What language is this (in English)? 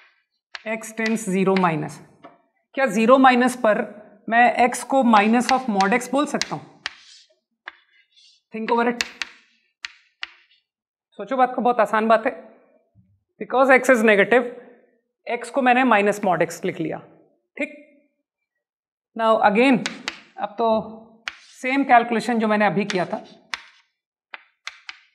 Hindi